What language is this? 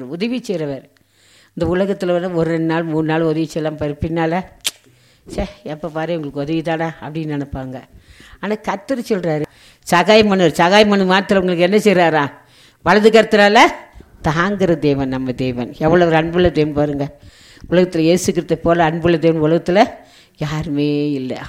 Tamil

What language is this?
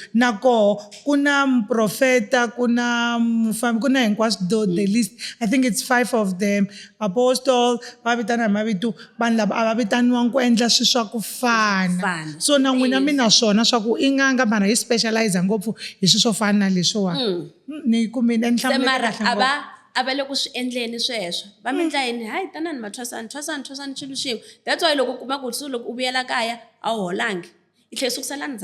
Tsonga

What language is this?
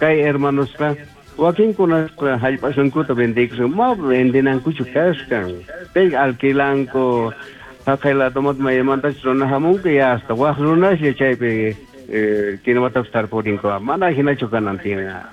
South Bolivian Quechua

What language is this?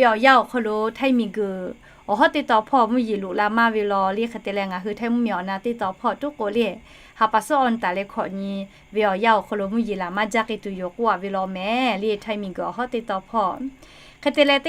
Lahu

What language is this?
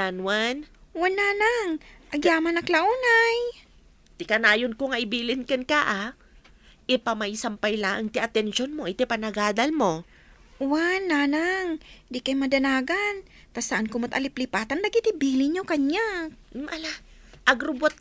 Iloko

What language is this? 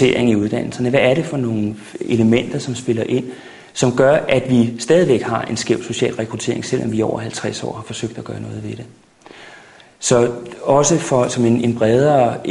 Danish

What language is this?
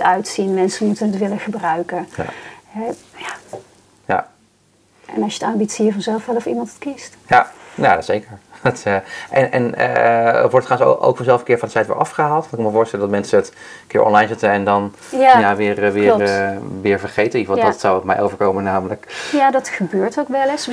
Dutch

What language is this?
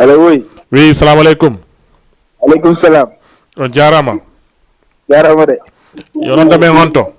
Fula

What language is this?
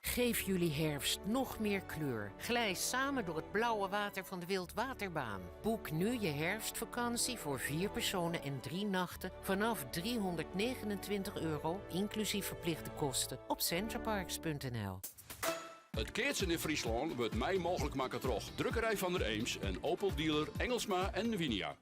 Western Frisian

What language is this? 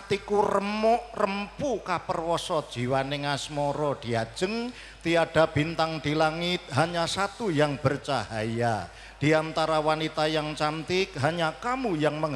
Javanese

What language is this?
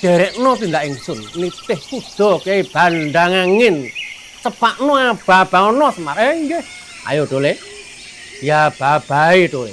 Javanese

